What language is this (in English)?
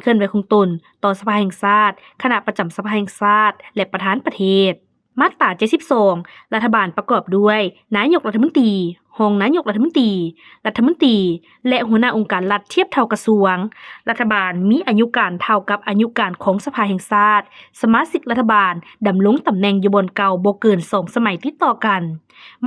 Lao